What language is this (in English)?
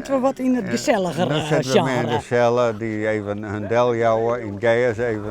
Western Frisian